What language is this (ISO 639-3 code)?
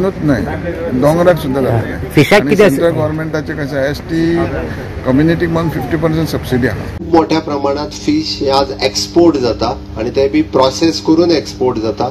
kok